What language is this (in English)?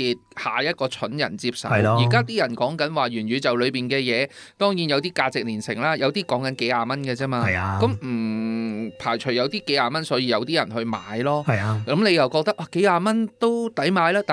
Cantonese